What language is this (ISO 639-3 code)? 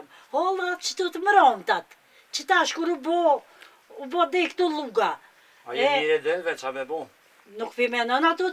sqi